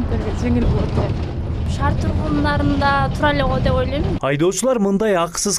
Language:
Kyrgyz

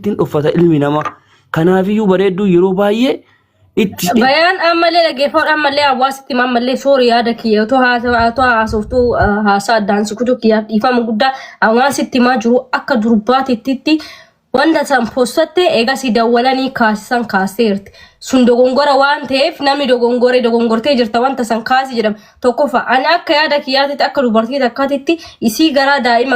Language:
Oromo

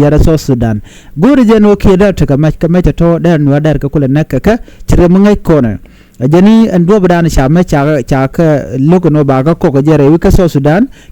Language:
Nuer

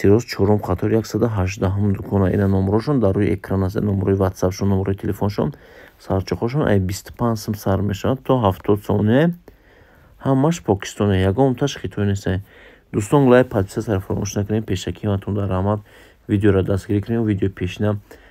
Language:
Tajik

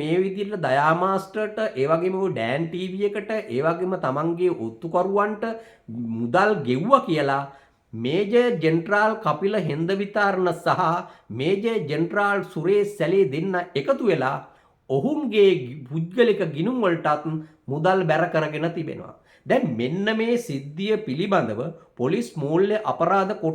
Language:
Sinhala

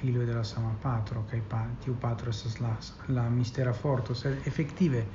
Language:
Esperanto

